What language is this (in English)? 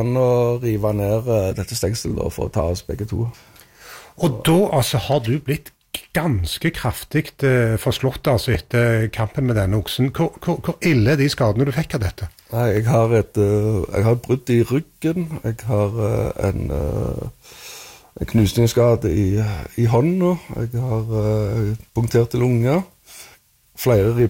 Norwegian